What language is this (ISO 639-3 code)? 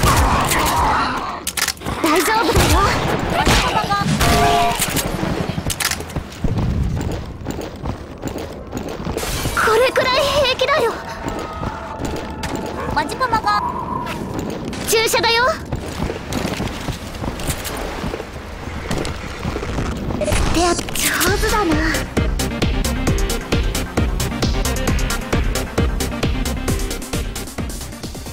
jpn